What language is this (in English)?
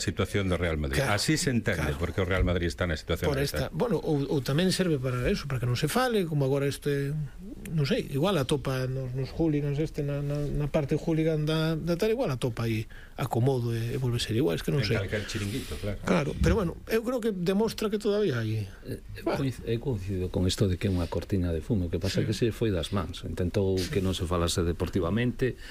Galician